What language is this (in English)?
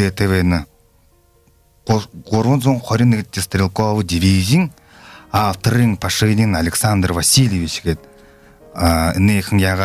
Buriat